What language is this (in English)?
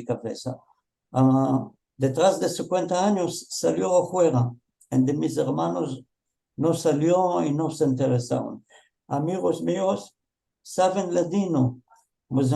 Ladino